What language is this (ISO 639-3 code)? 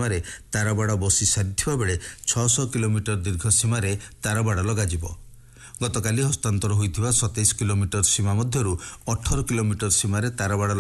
ori